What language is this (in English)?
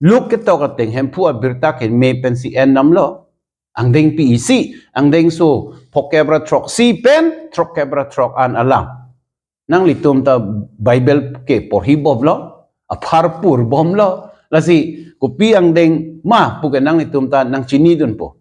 Karbi